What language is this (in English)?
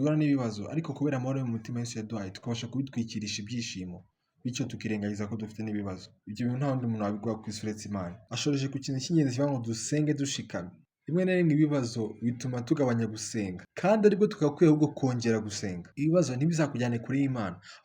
Kinyarwanda